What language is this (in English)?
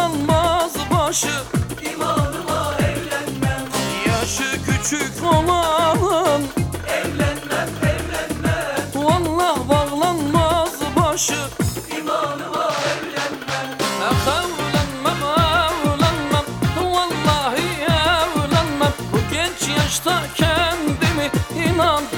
Turkish